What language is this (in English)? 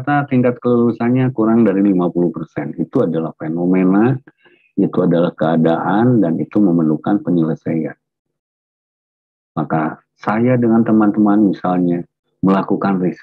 Indonesian